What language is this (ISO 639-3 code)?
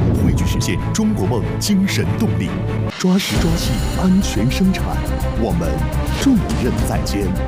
zho